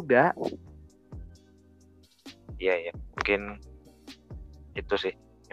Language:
Indonesian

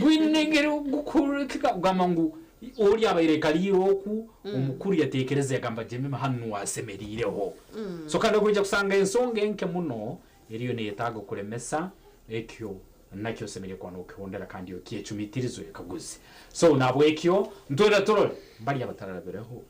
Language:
Nyankole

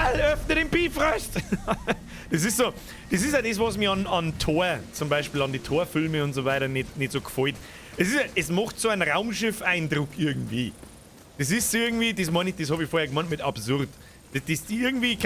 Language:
Bavarian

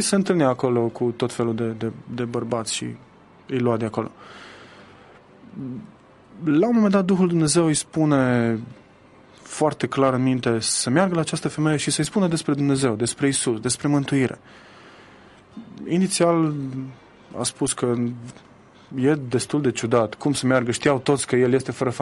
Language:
Romanian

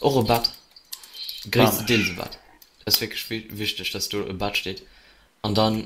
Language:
Luxembourgish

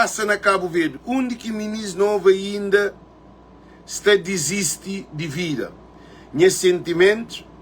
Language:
Kabuverdianu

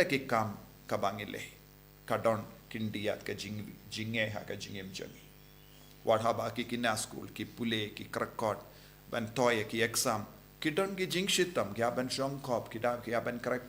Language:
Khasi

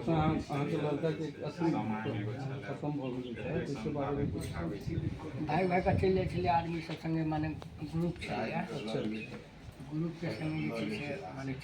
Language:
Maithili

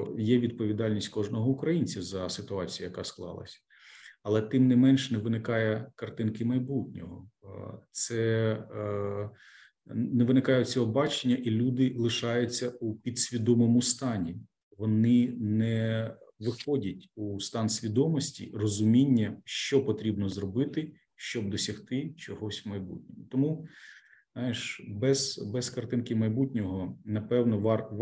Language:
Ukrainian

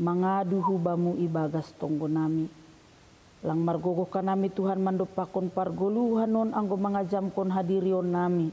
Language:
Batak Simalungun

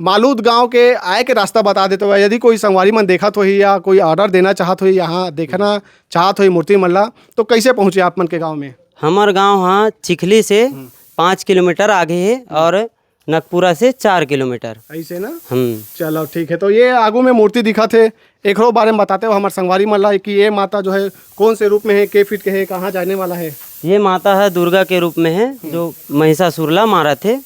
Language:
Chhattisgarhi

